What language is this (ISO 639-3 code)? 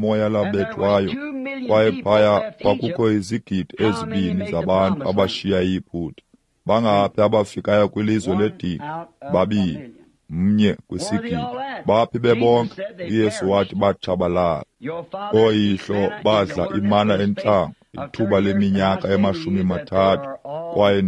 xho